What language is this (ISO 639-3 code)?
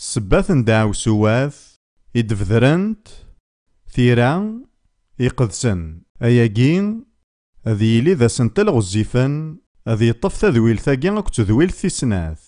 kab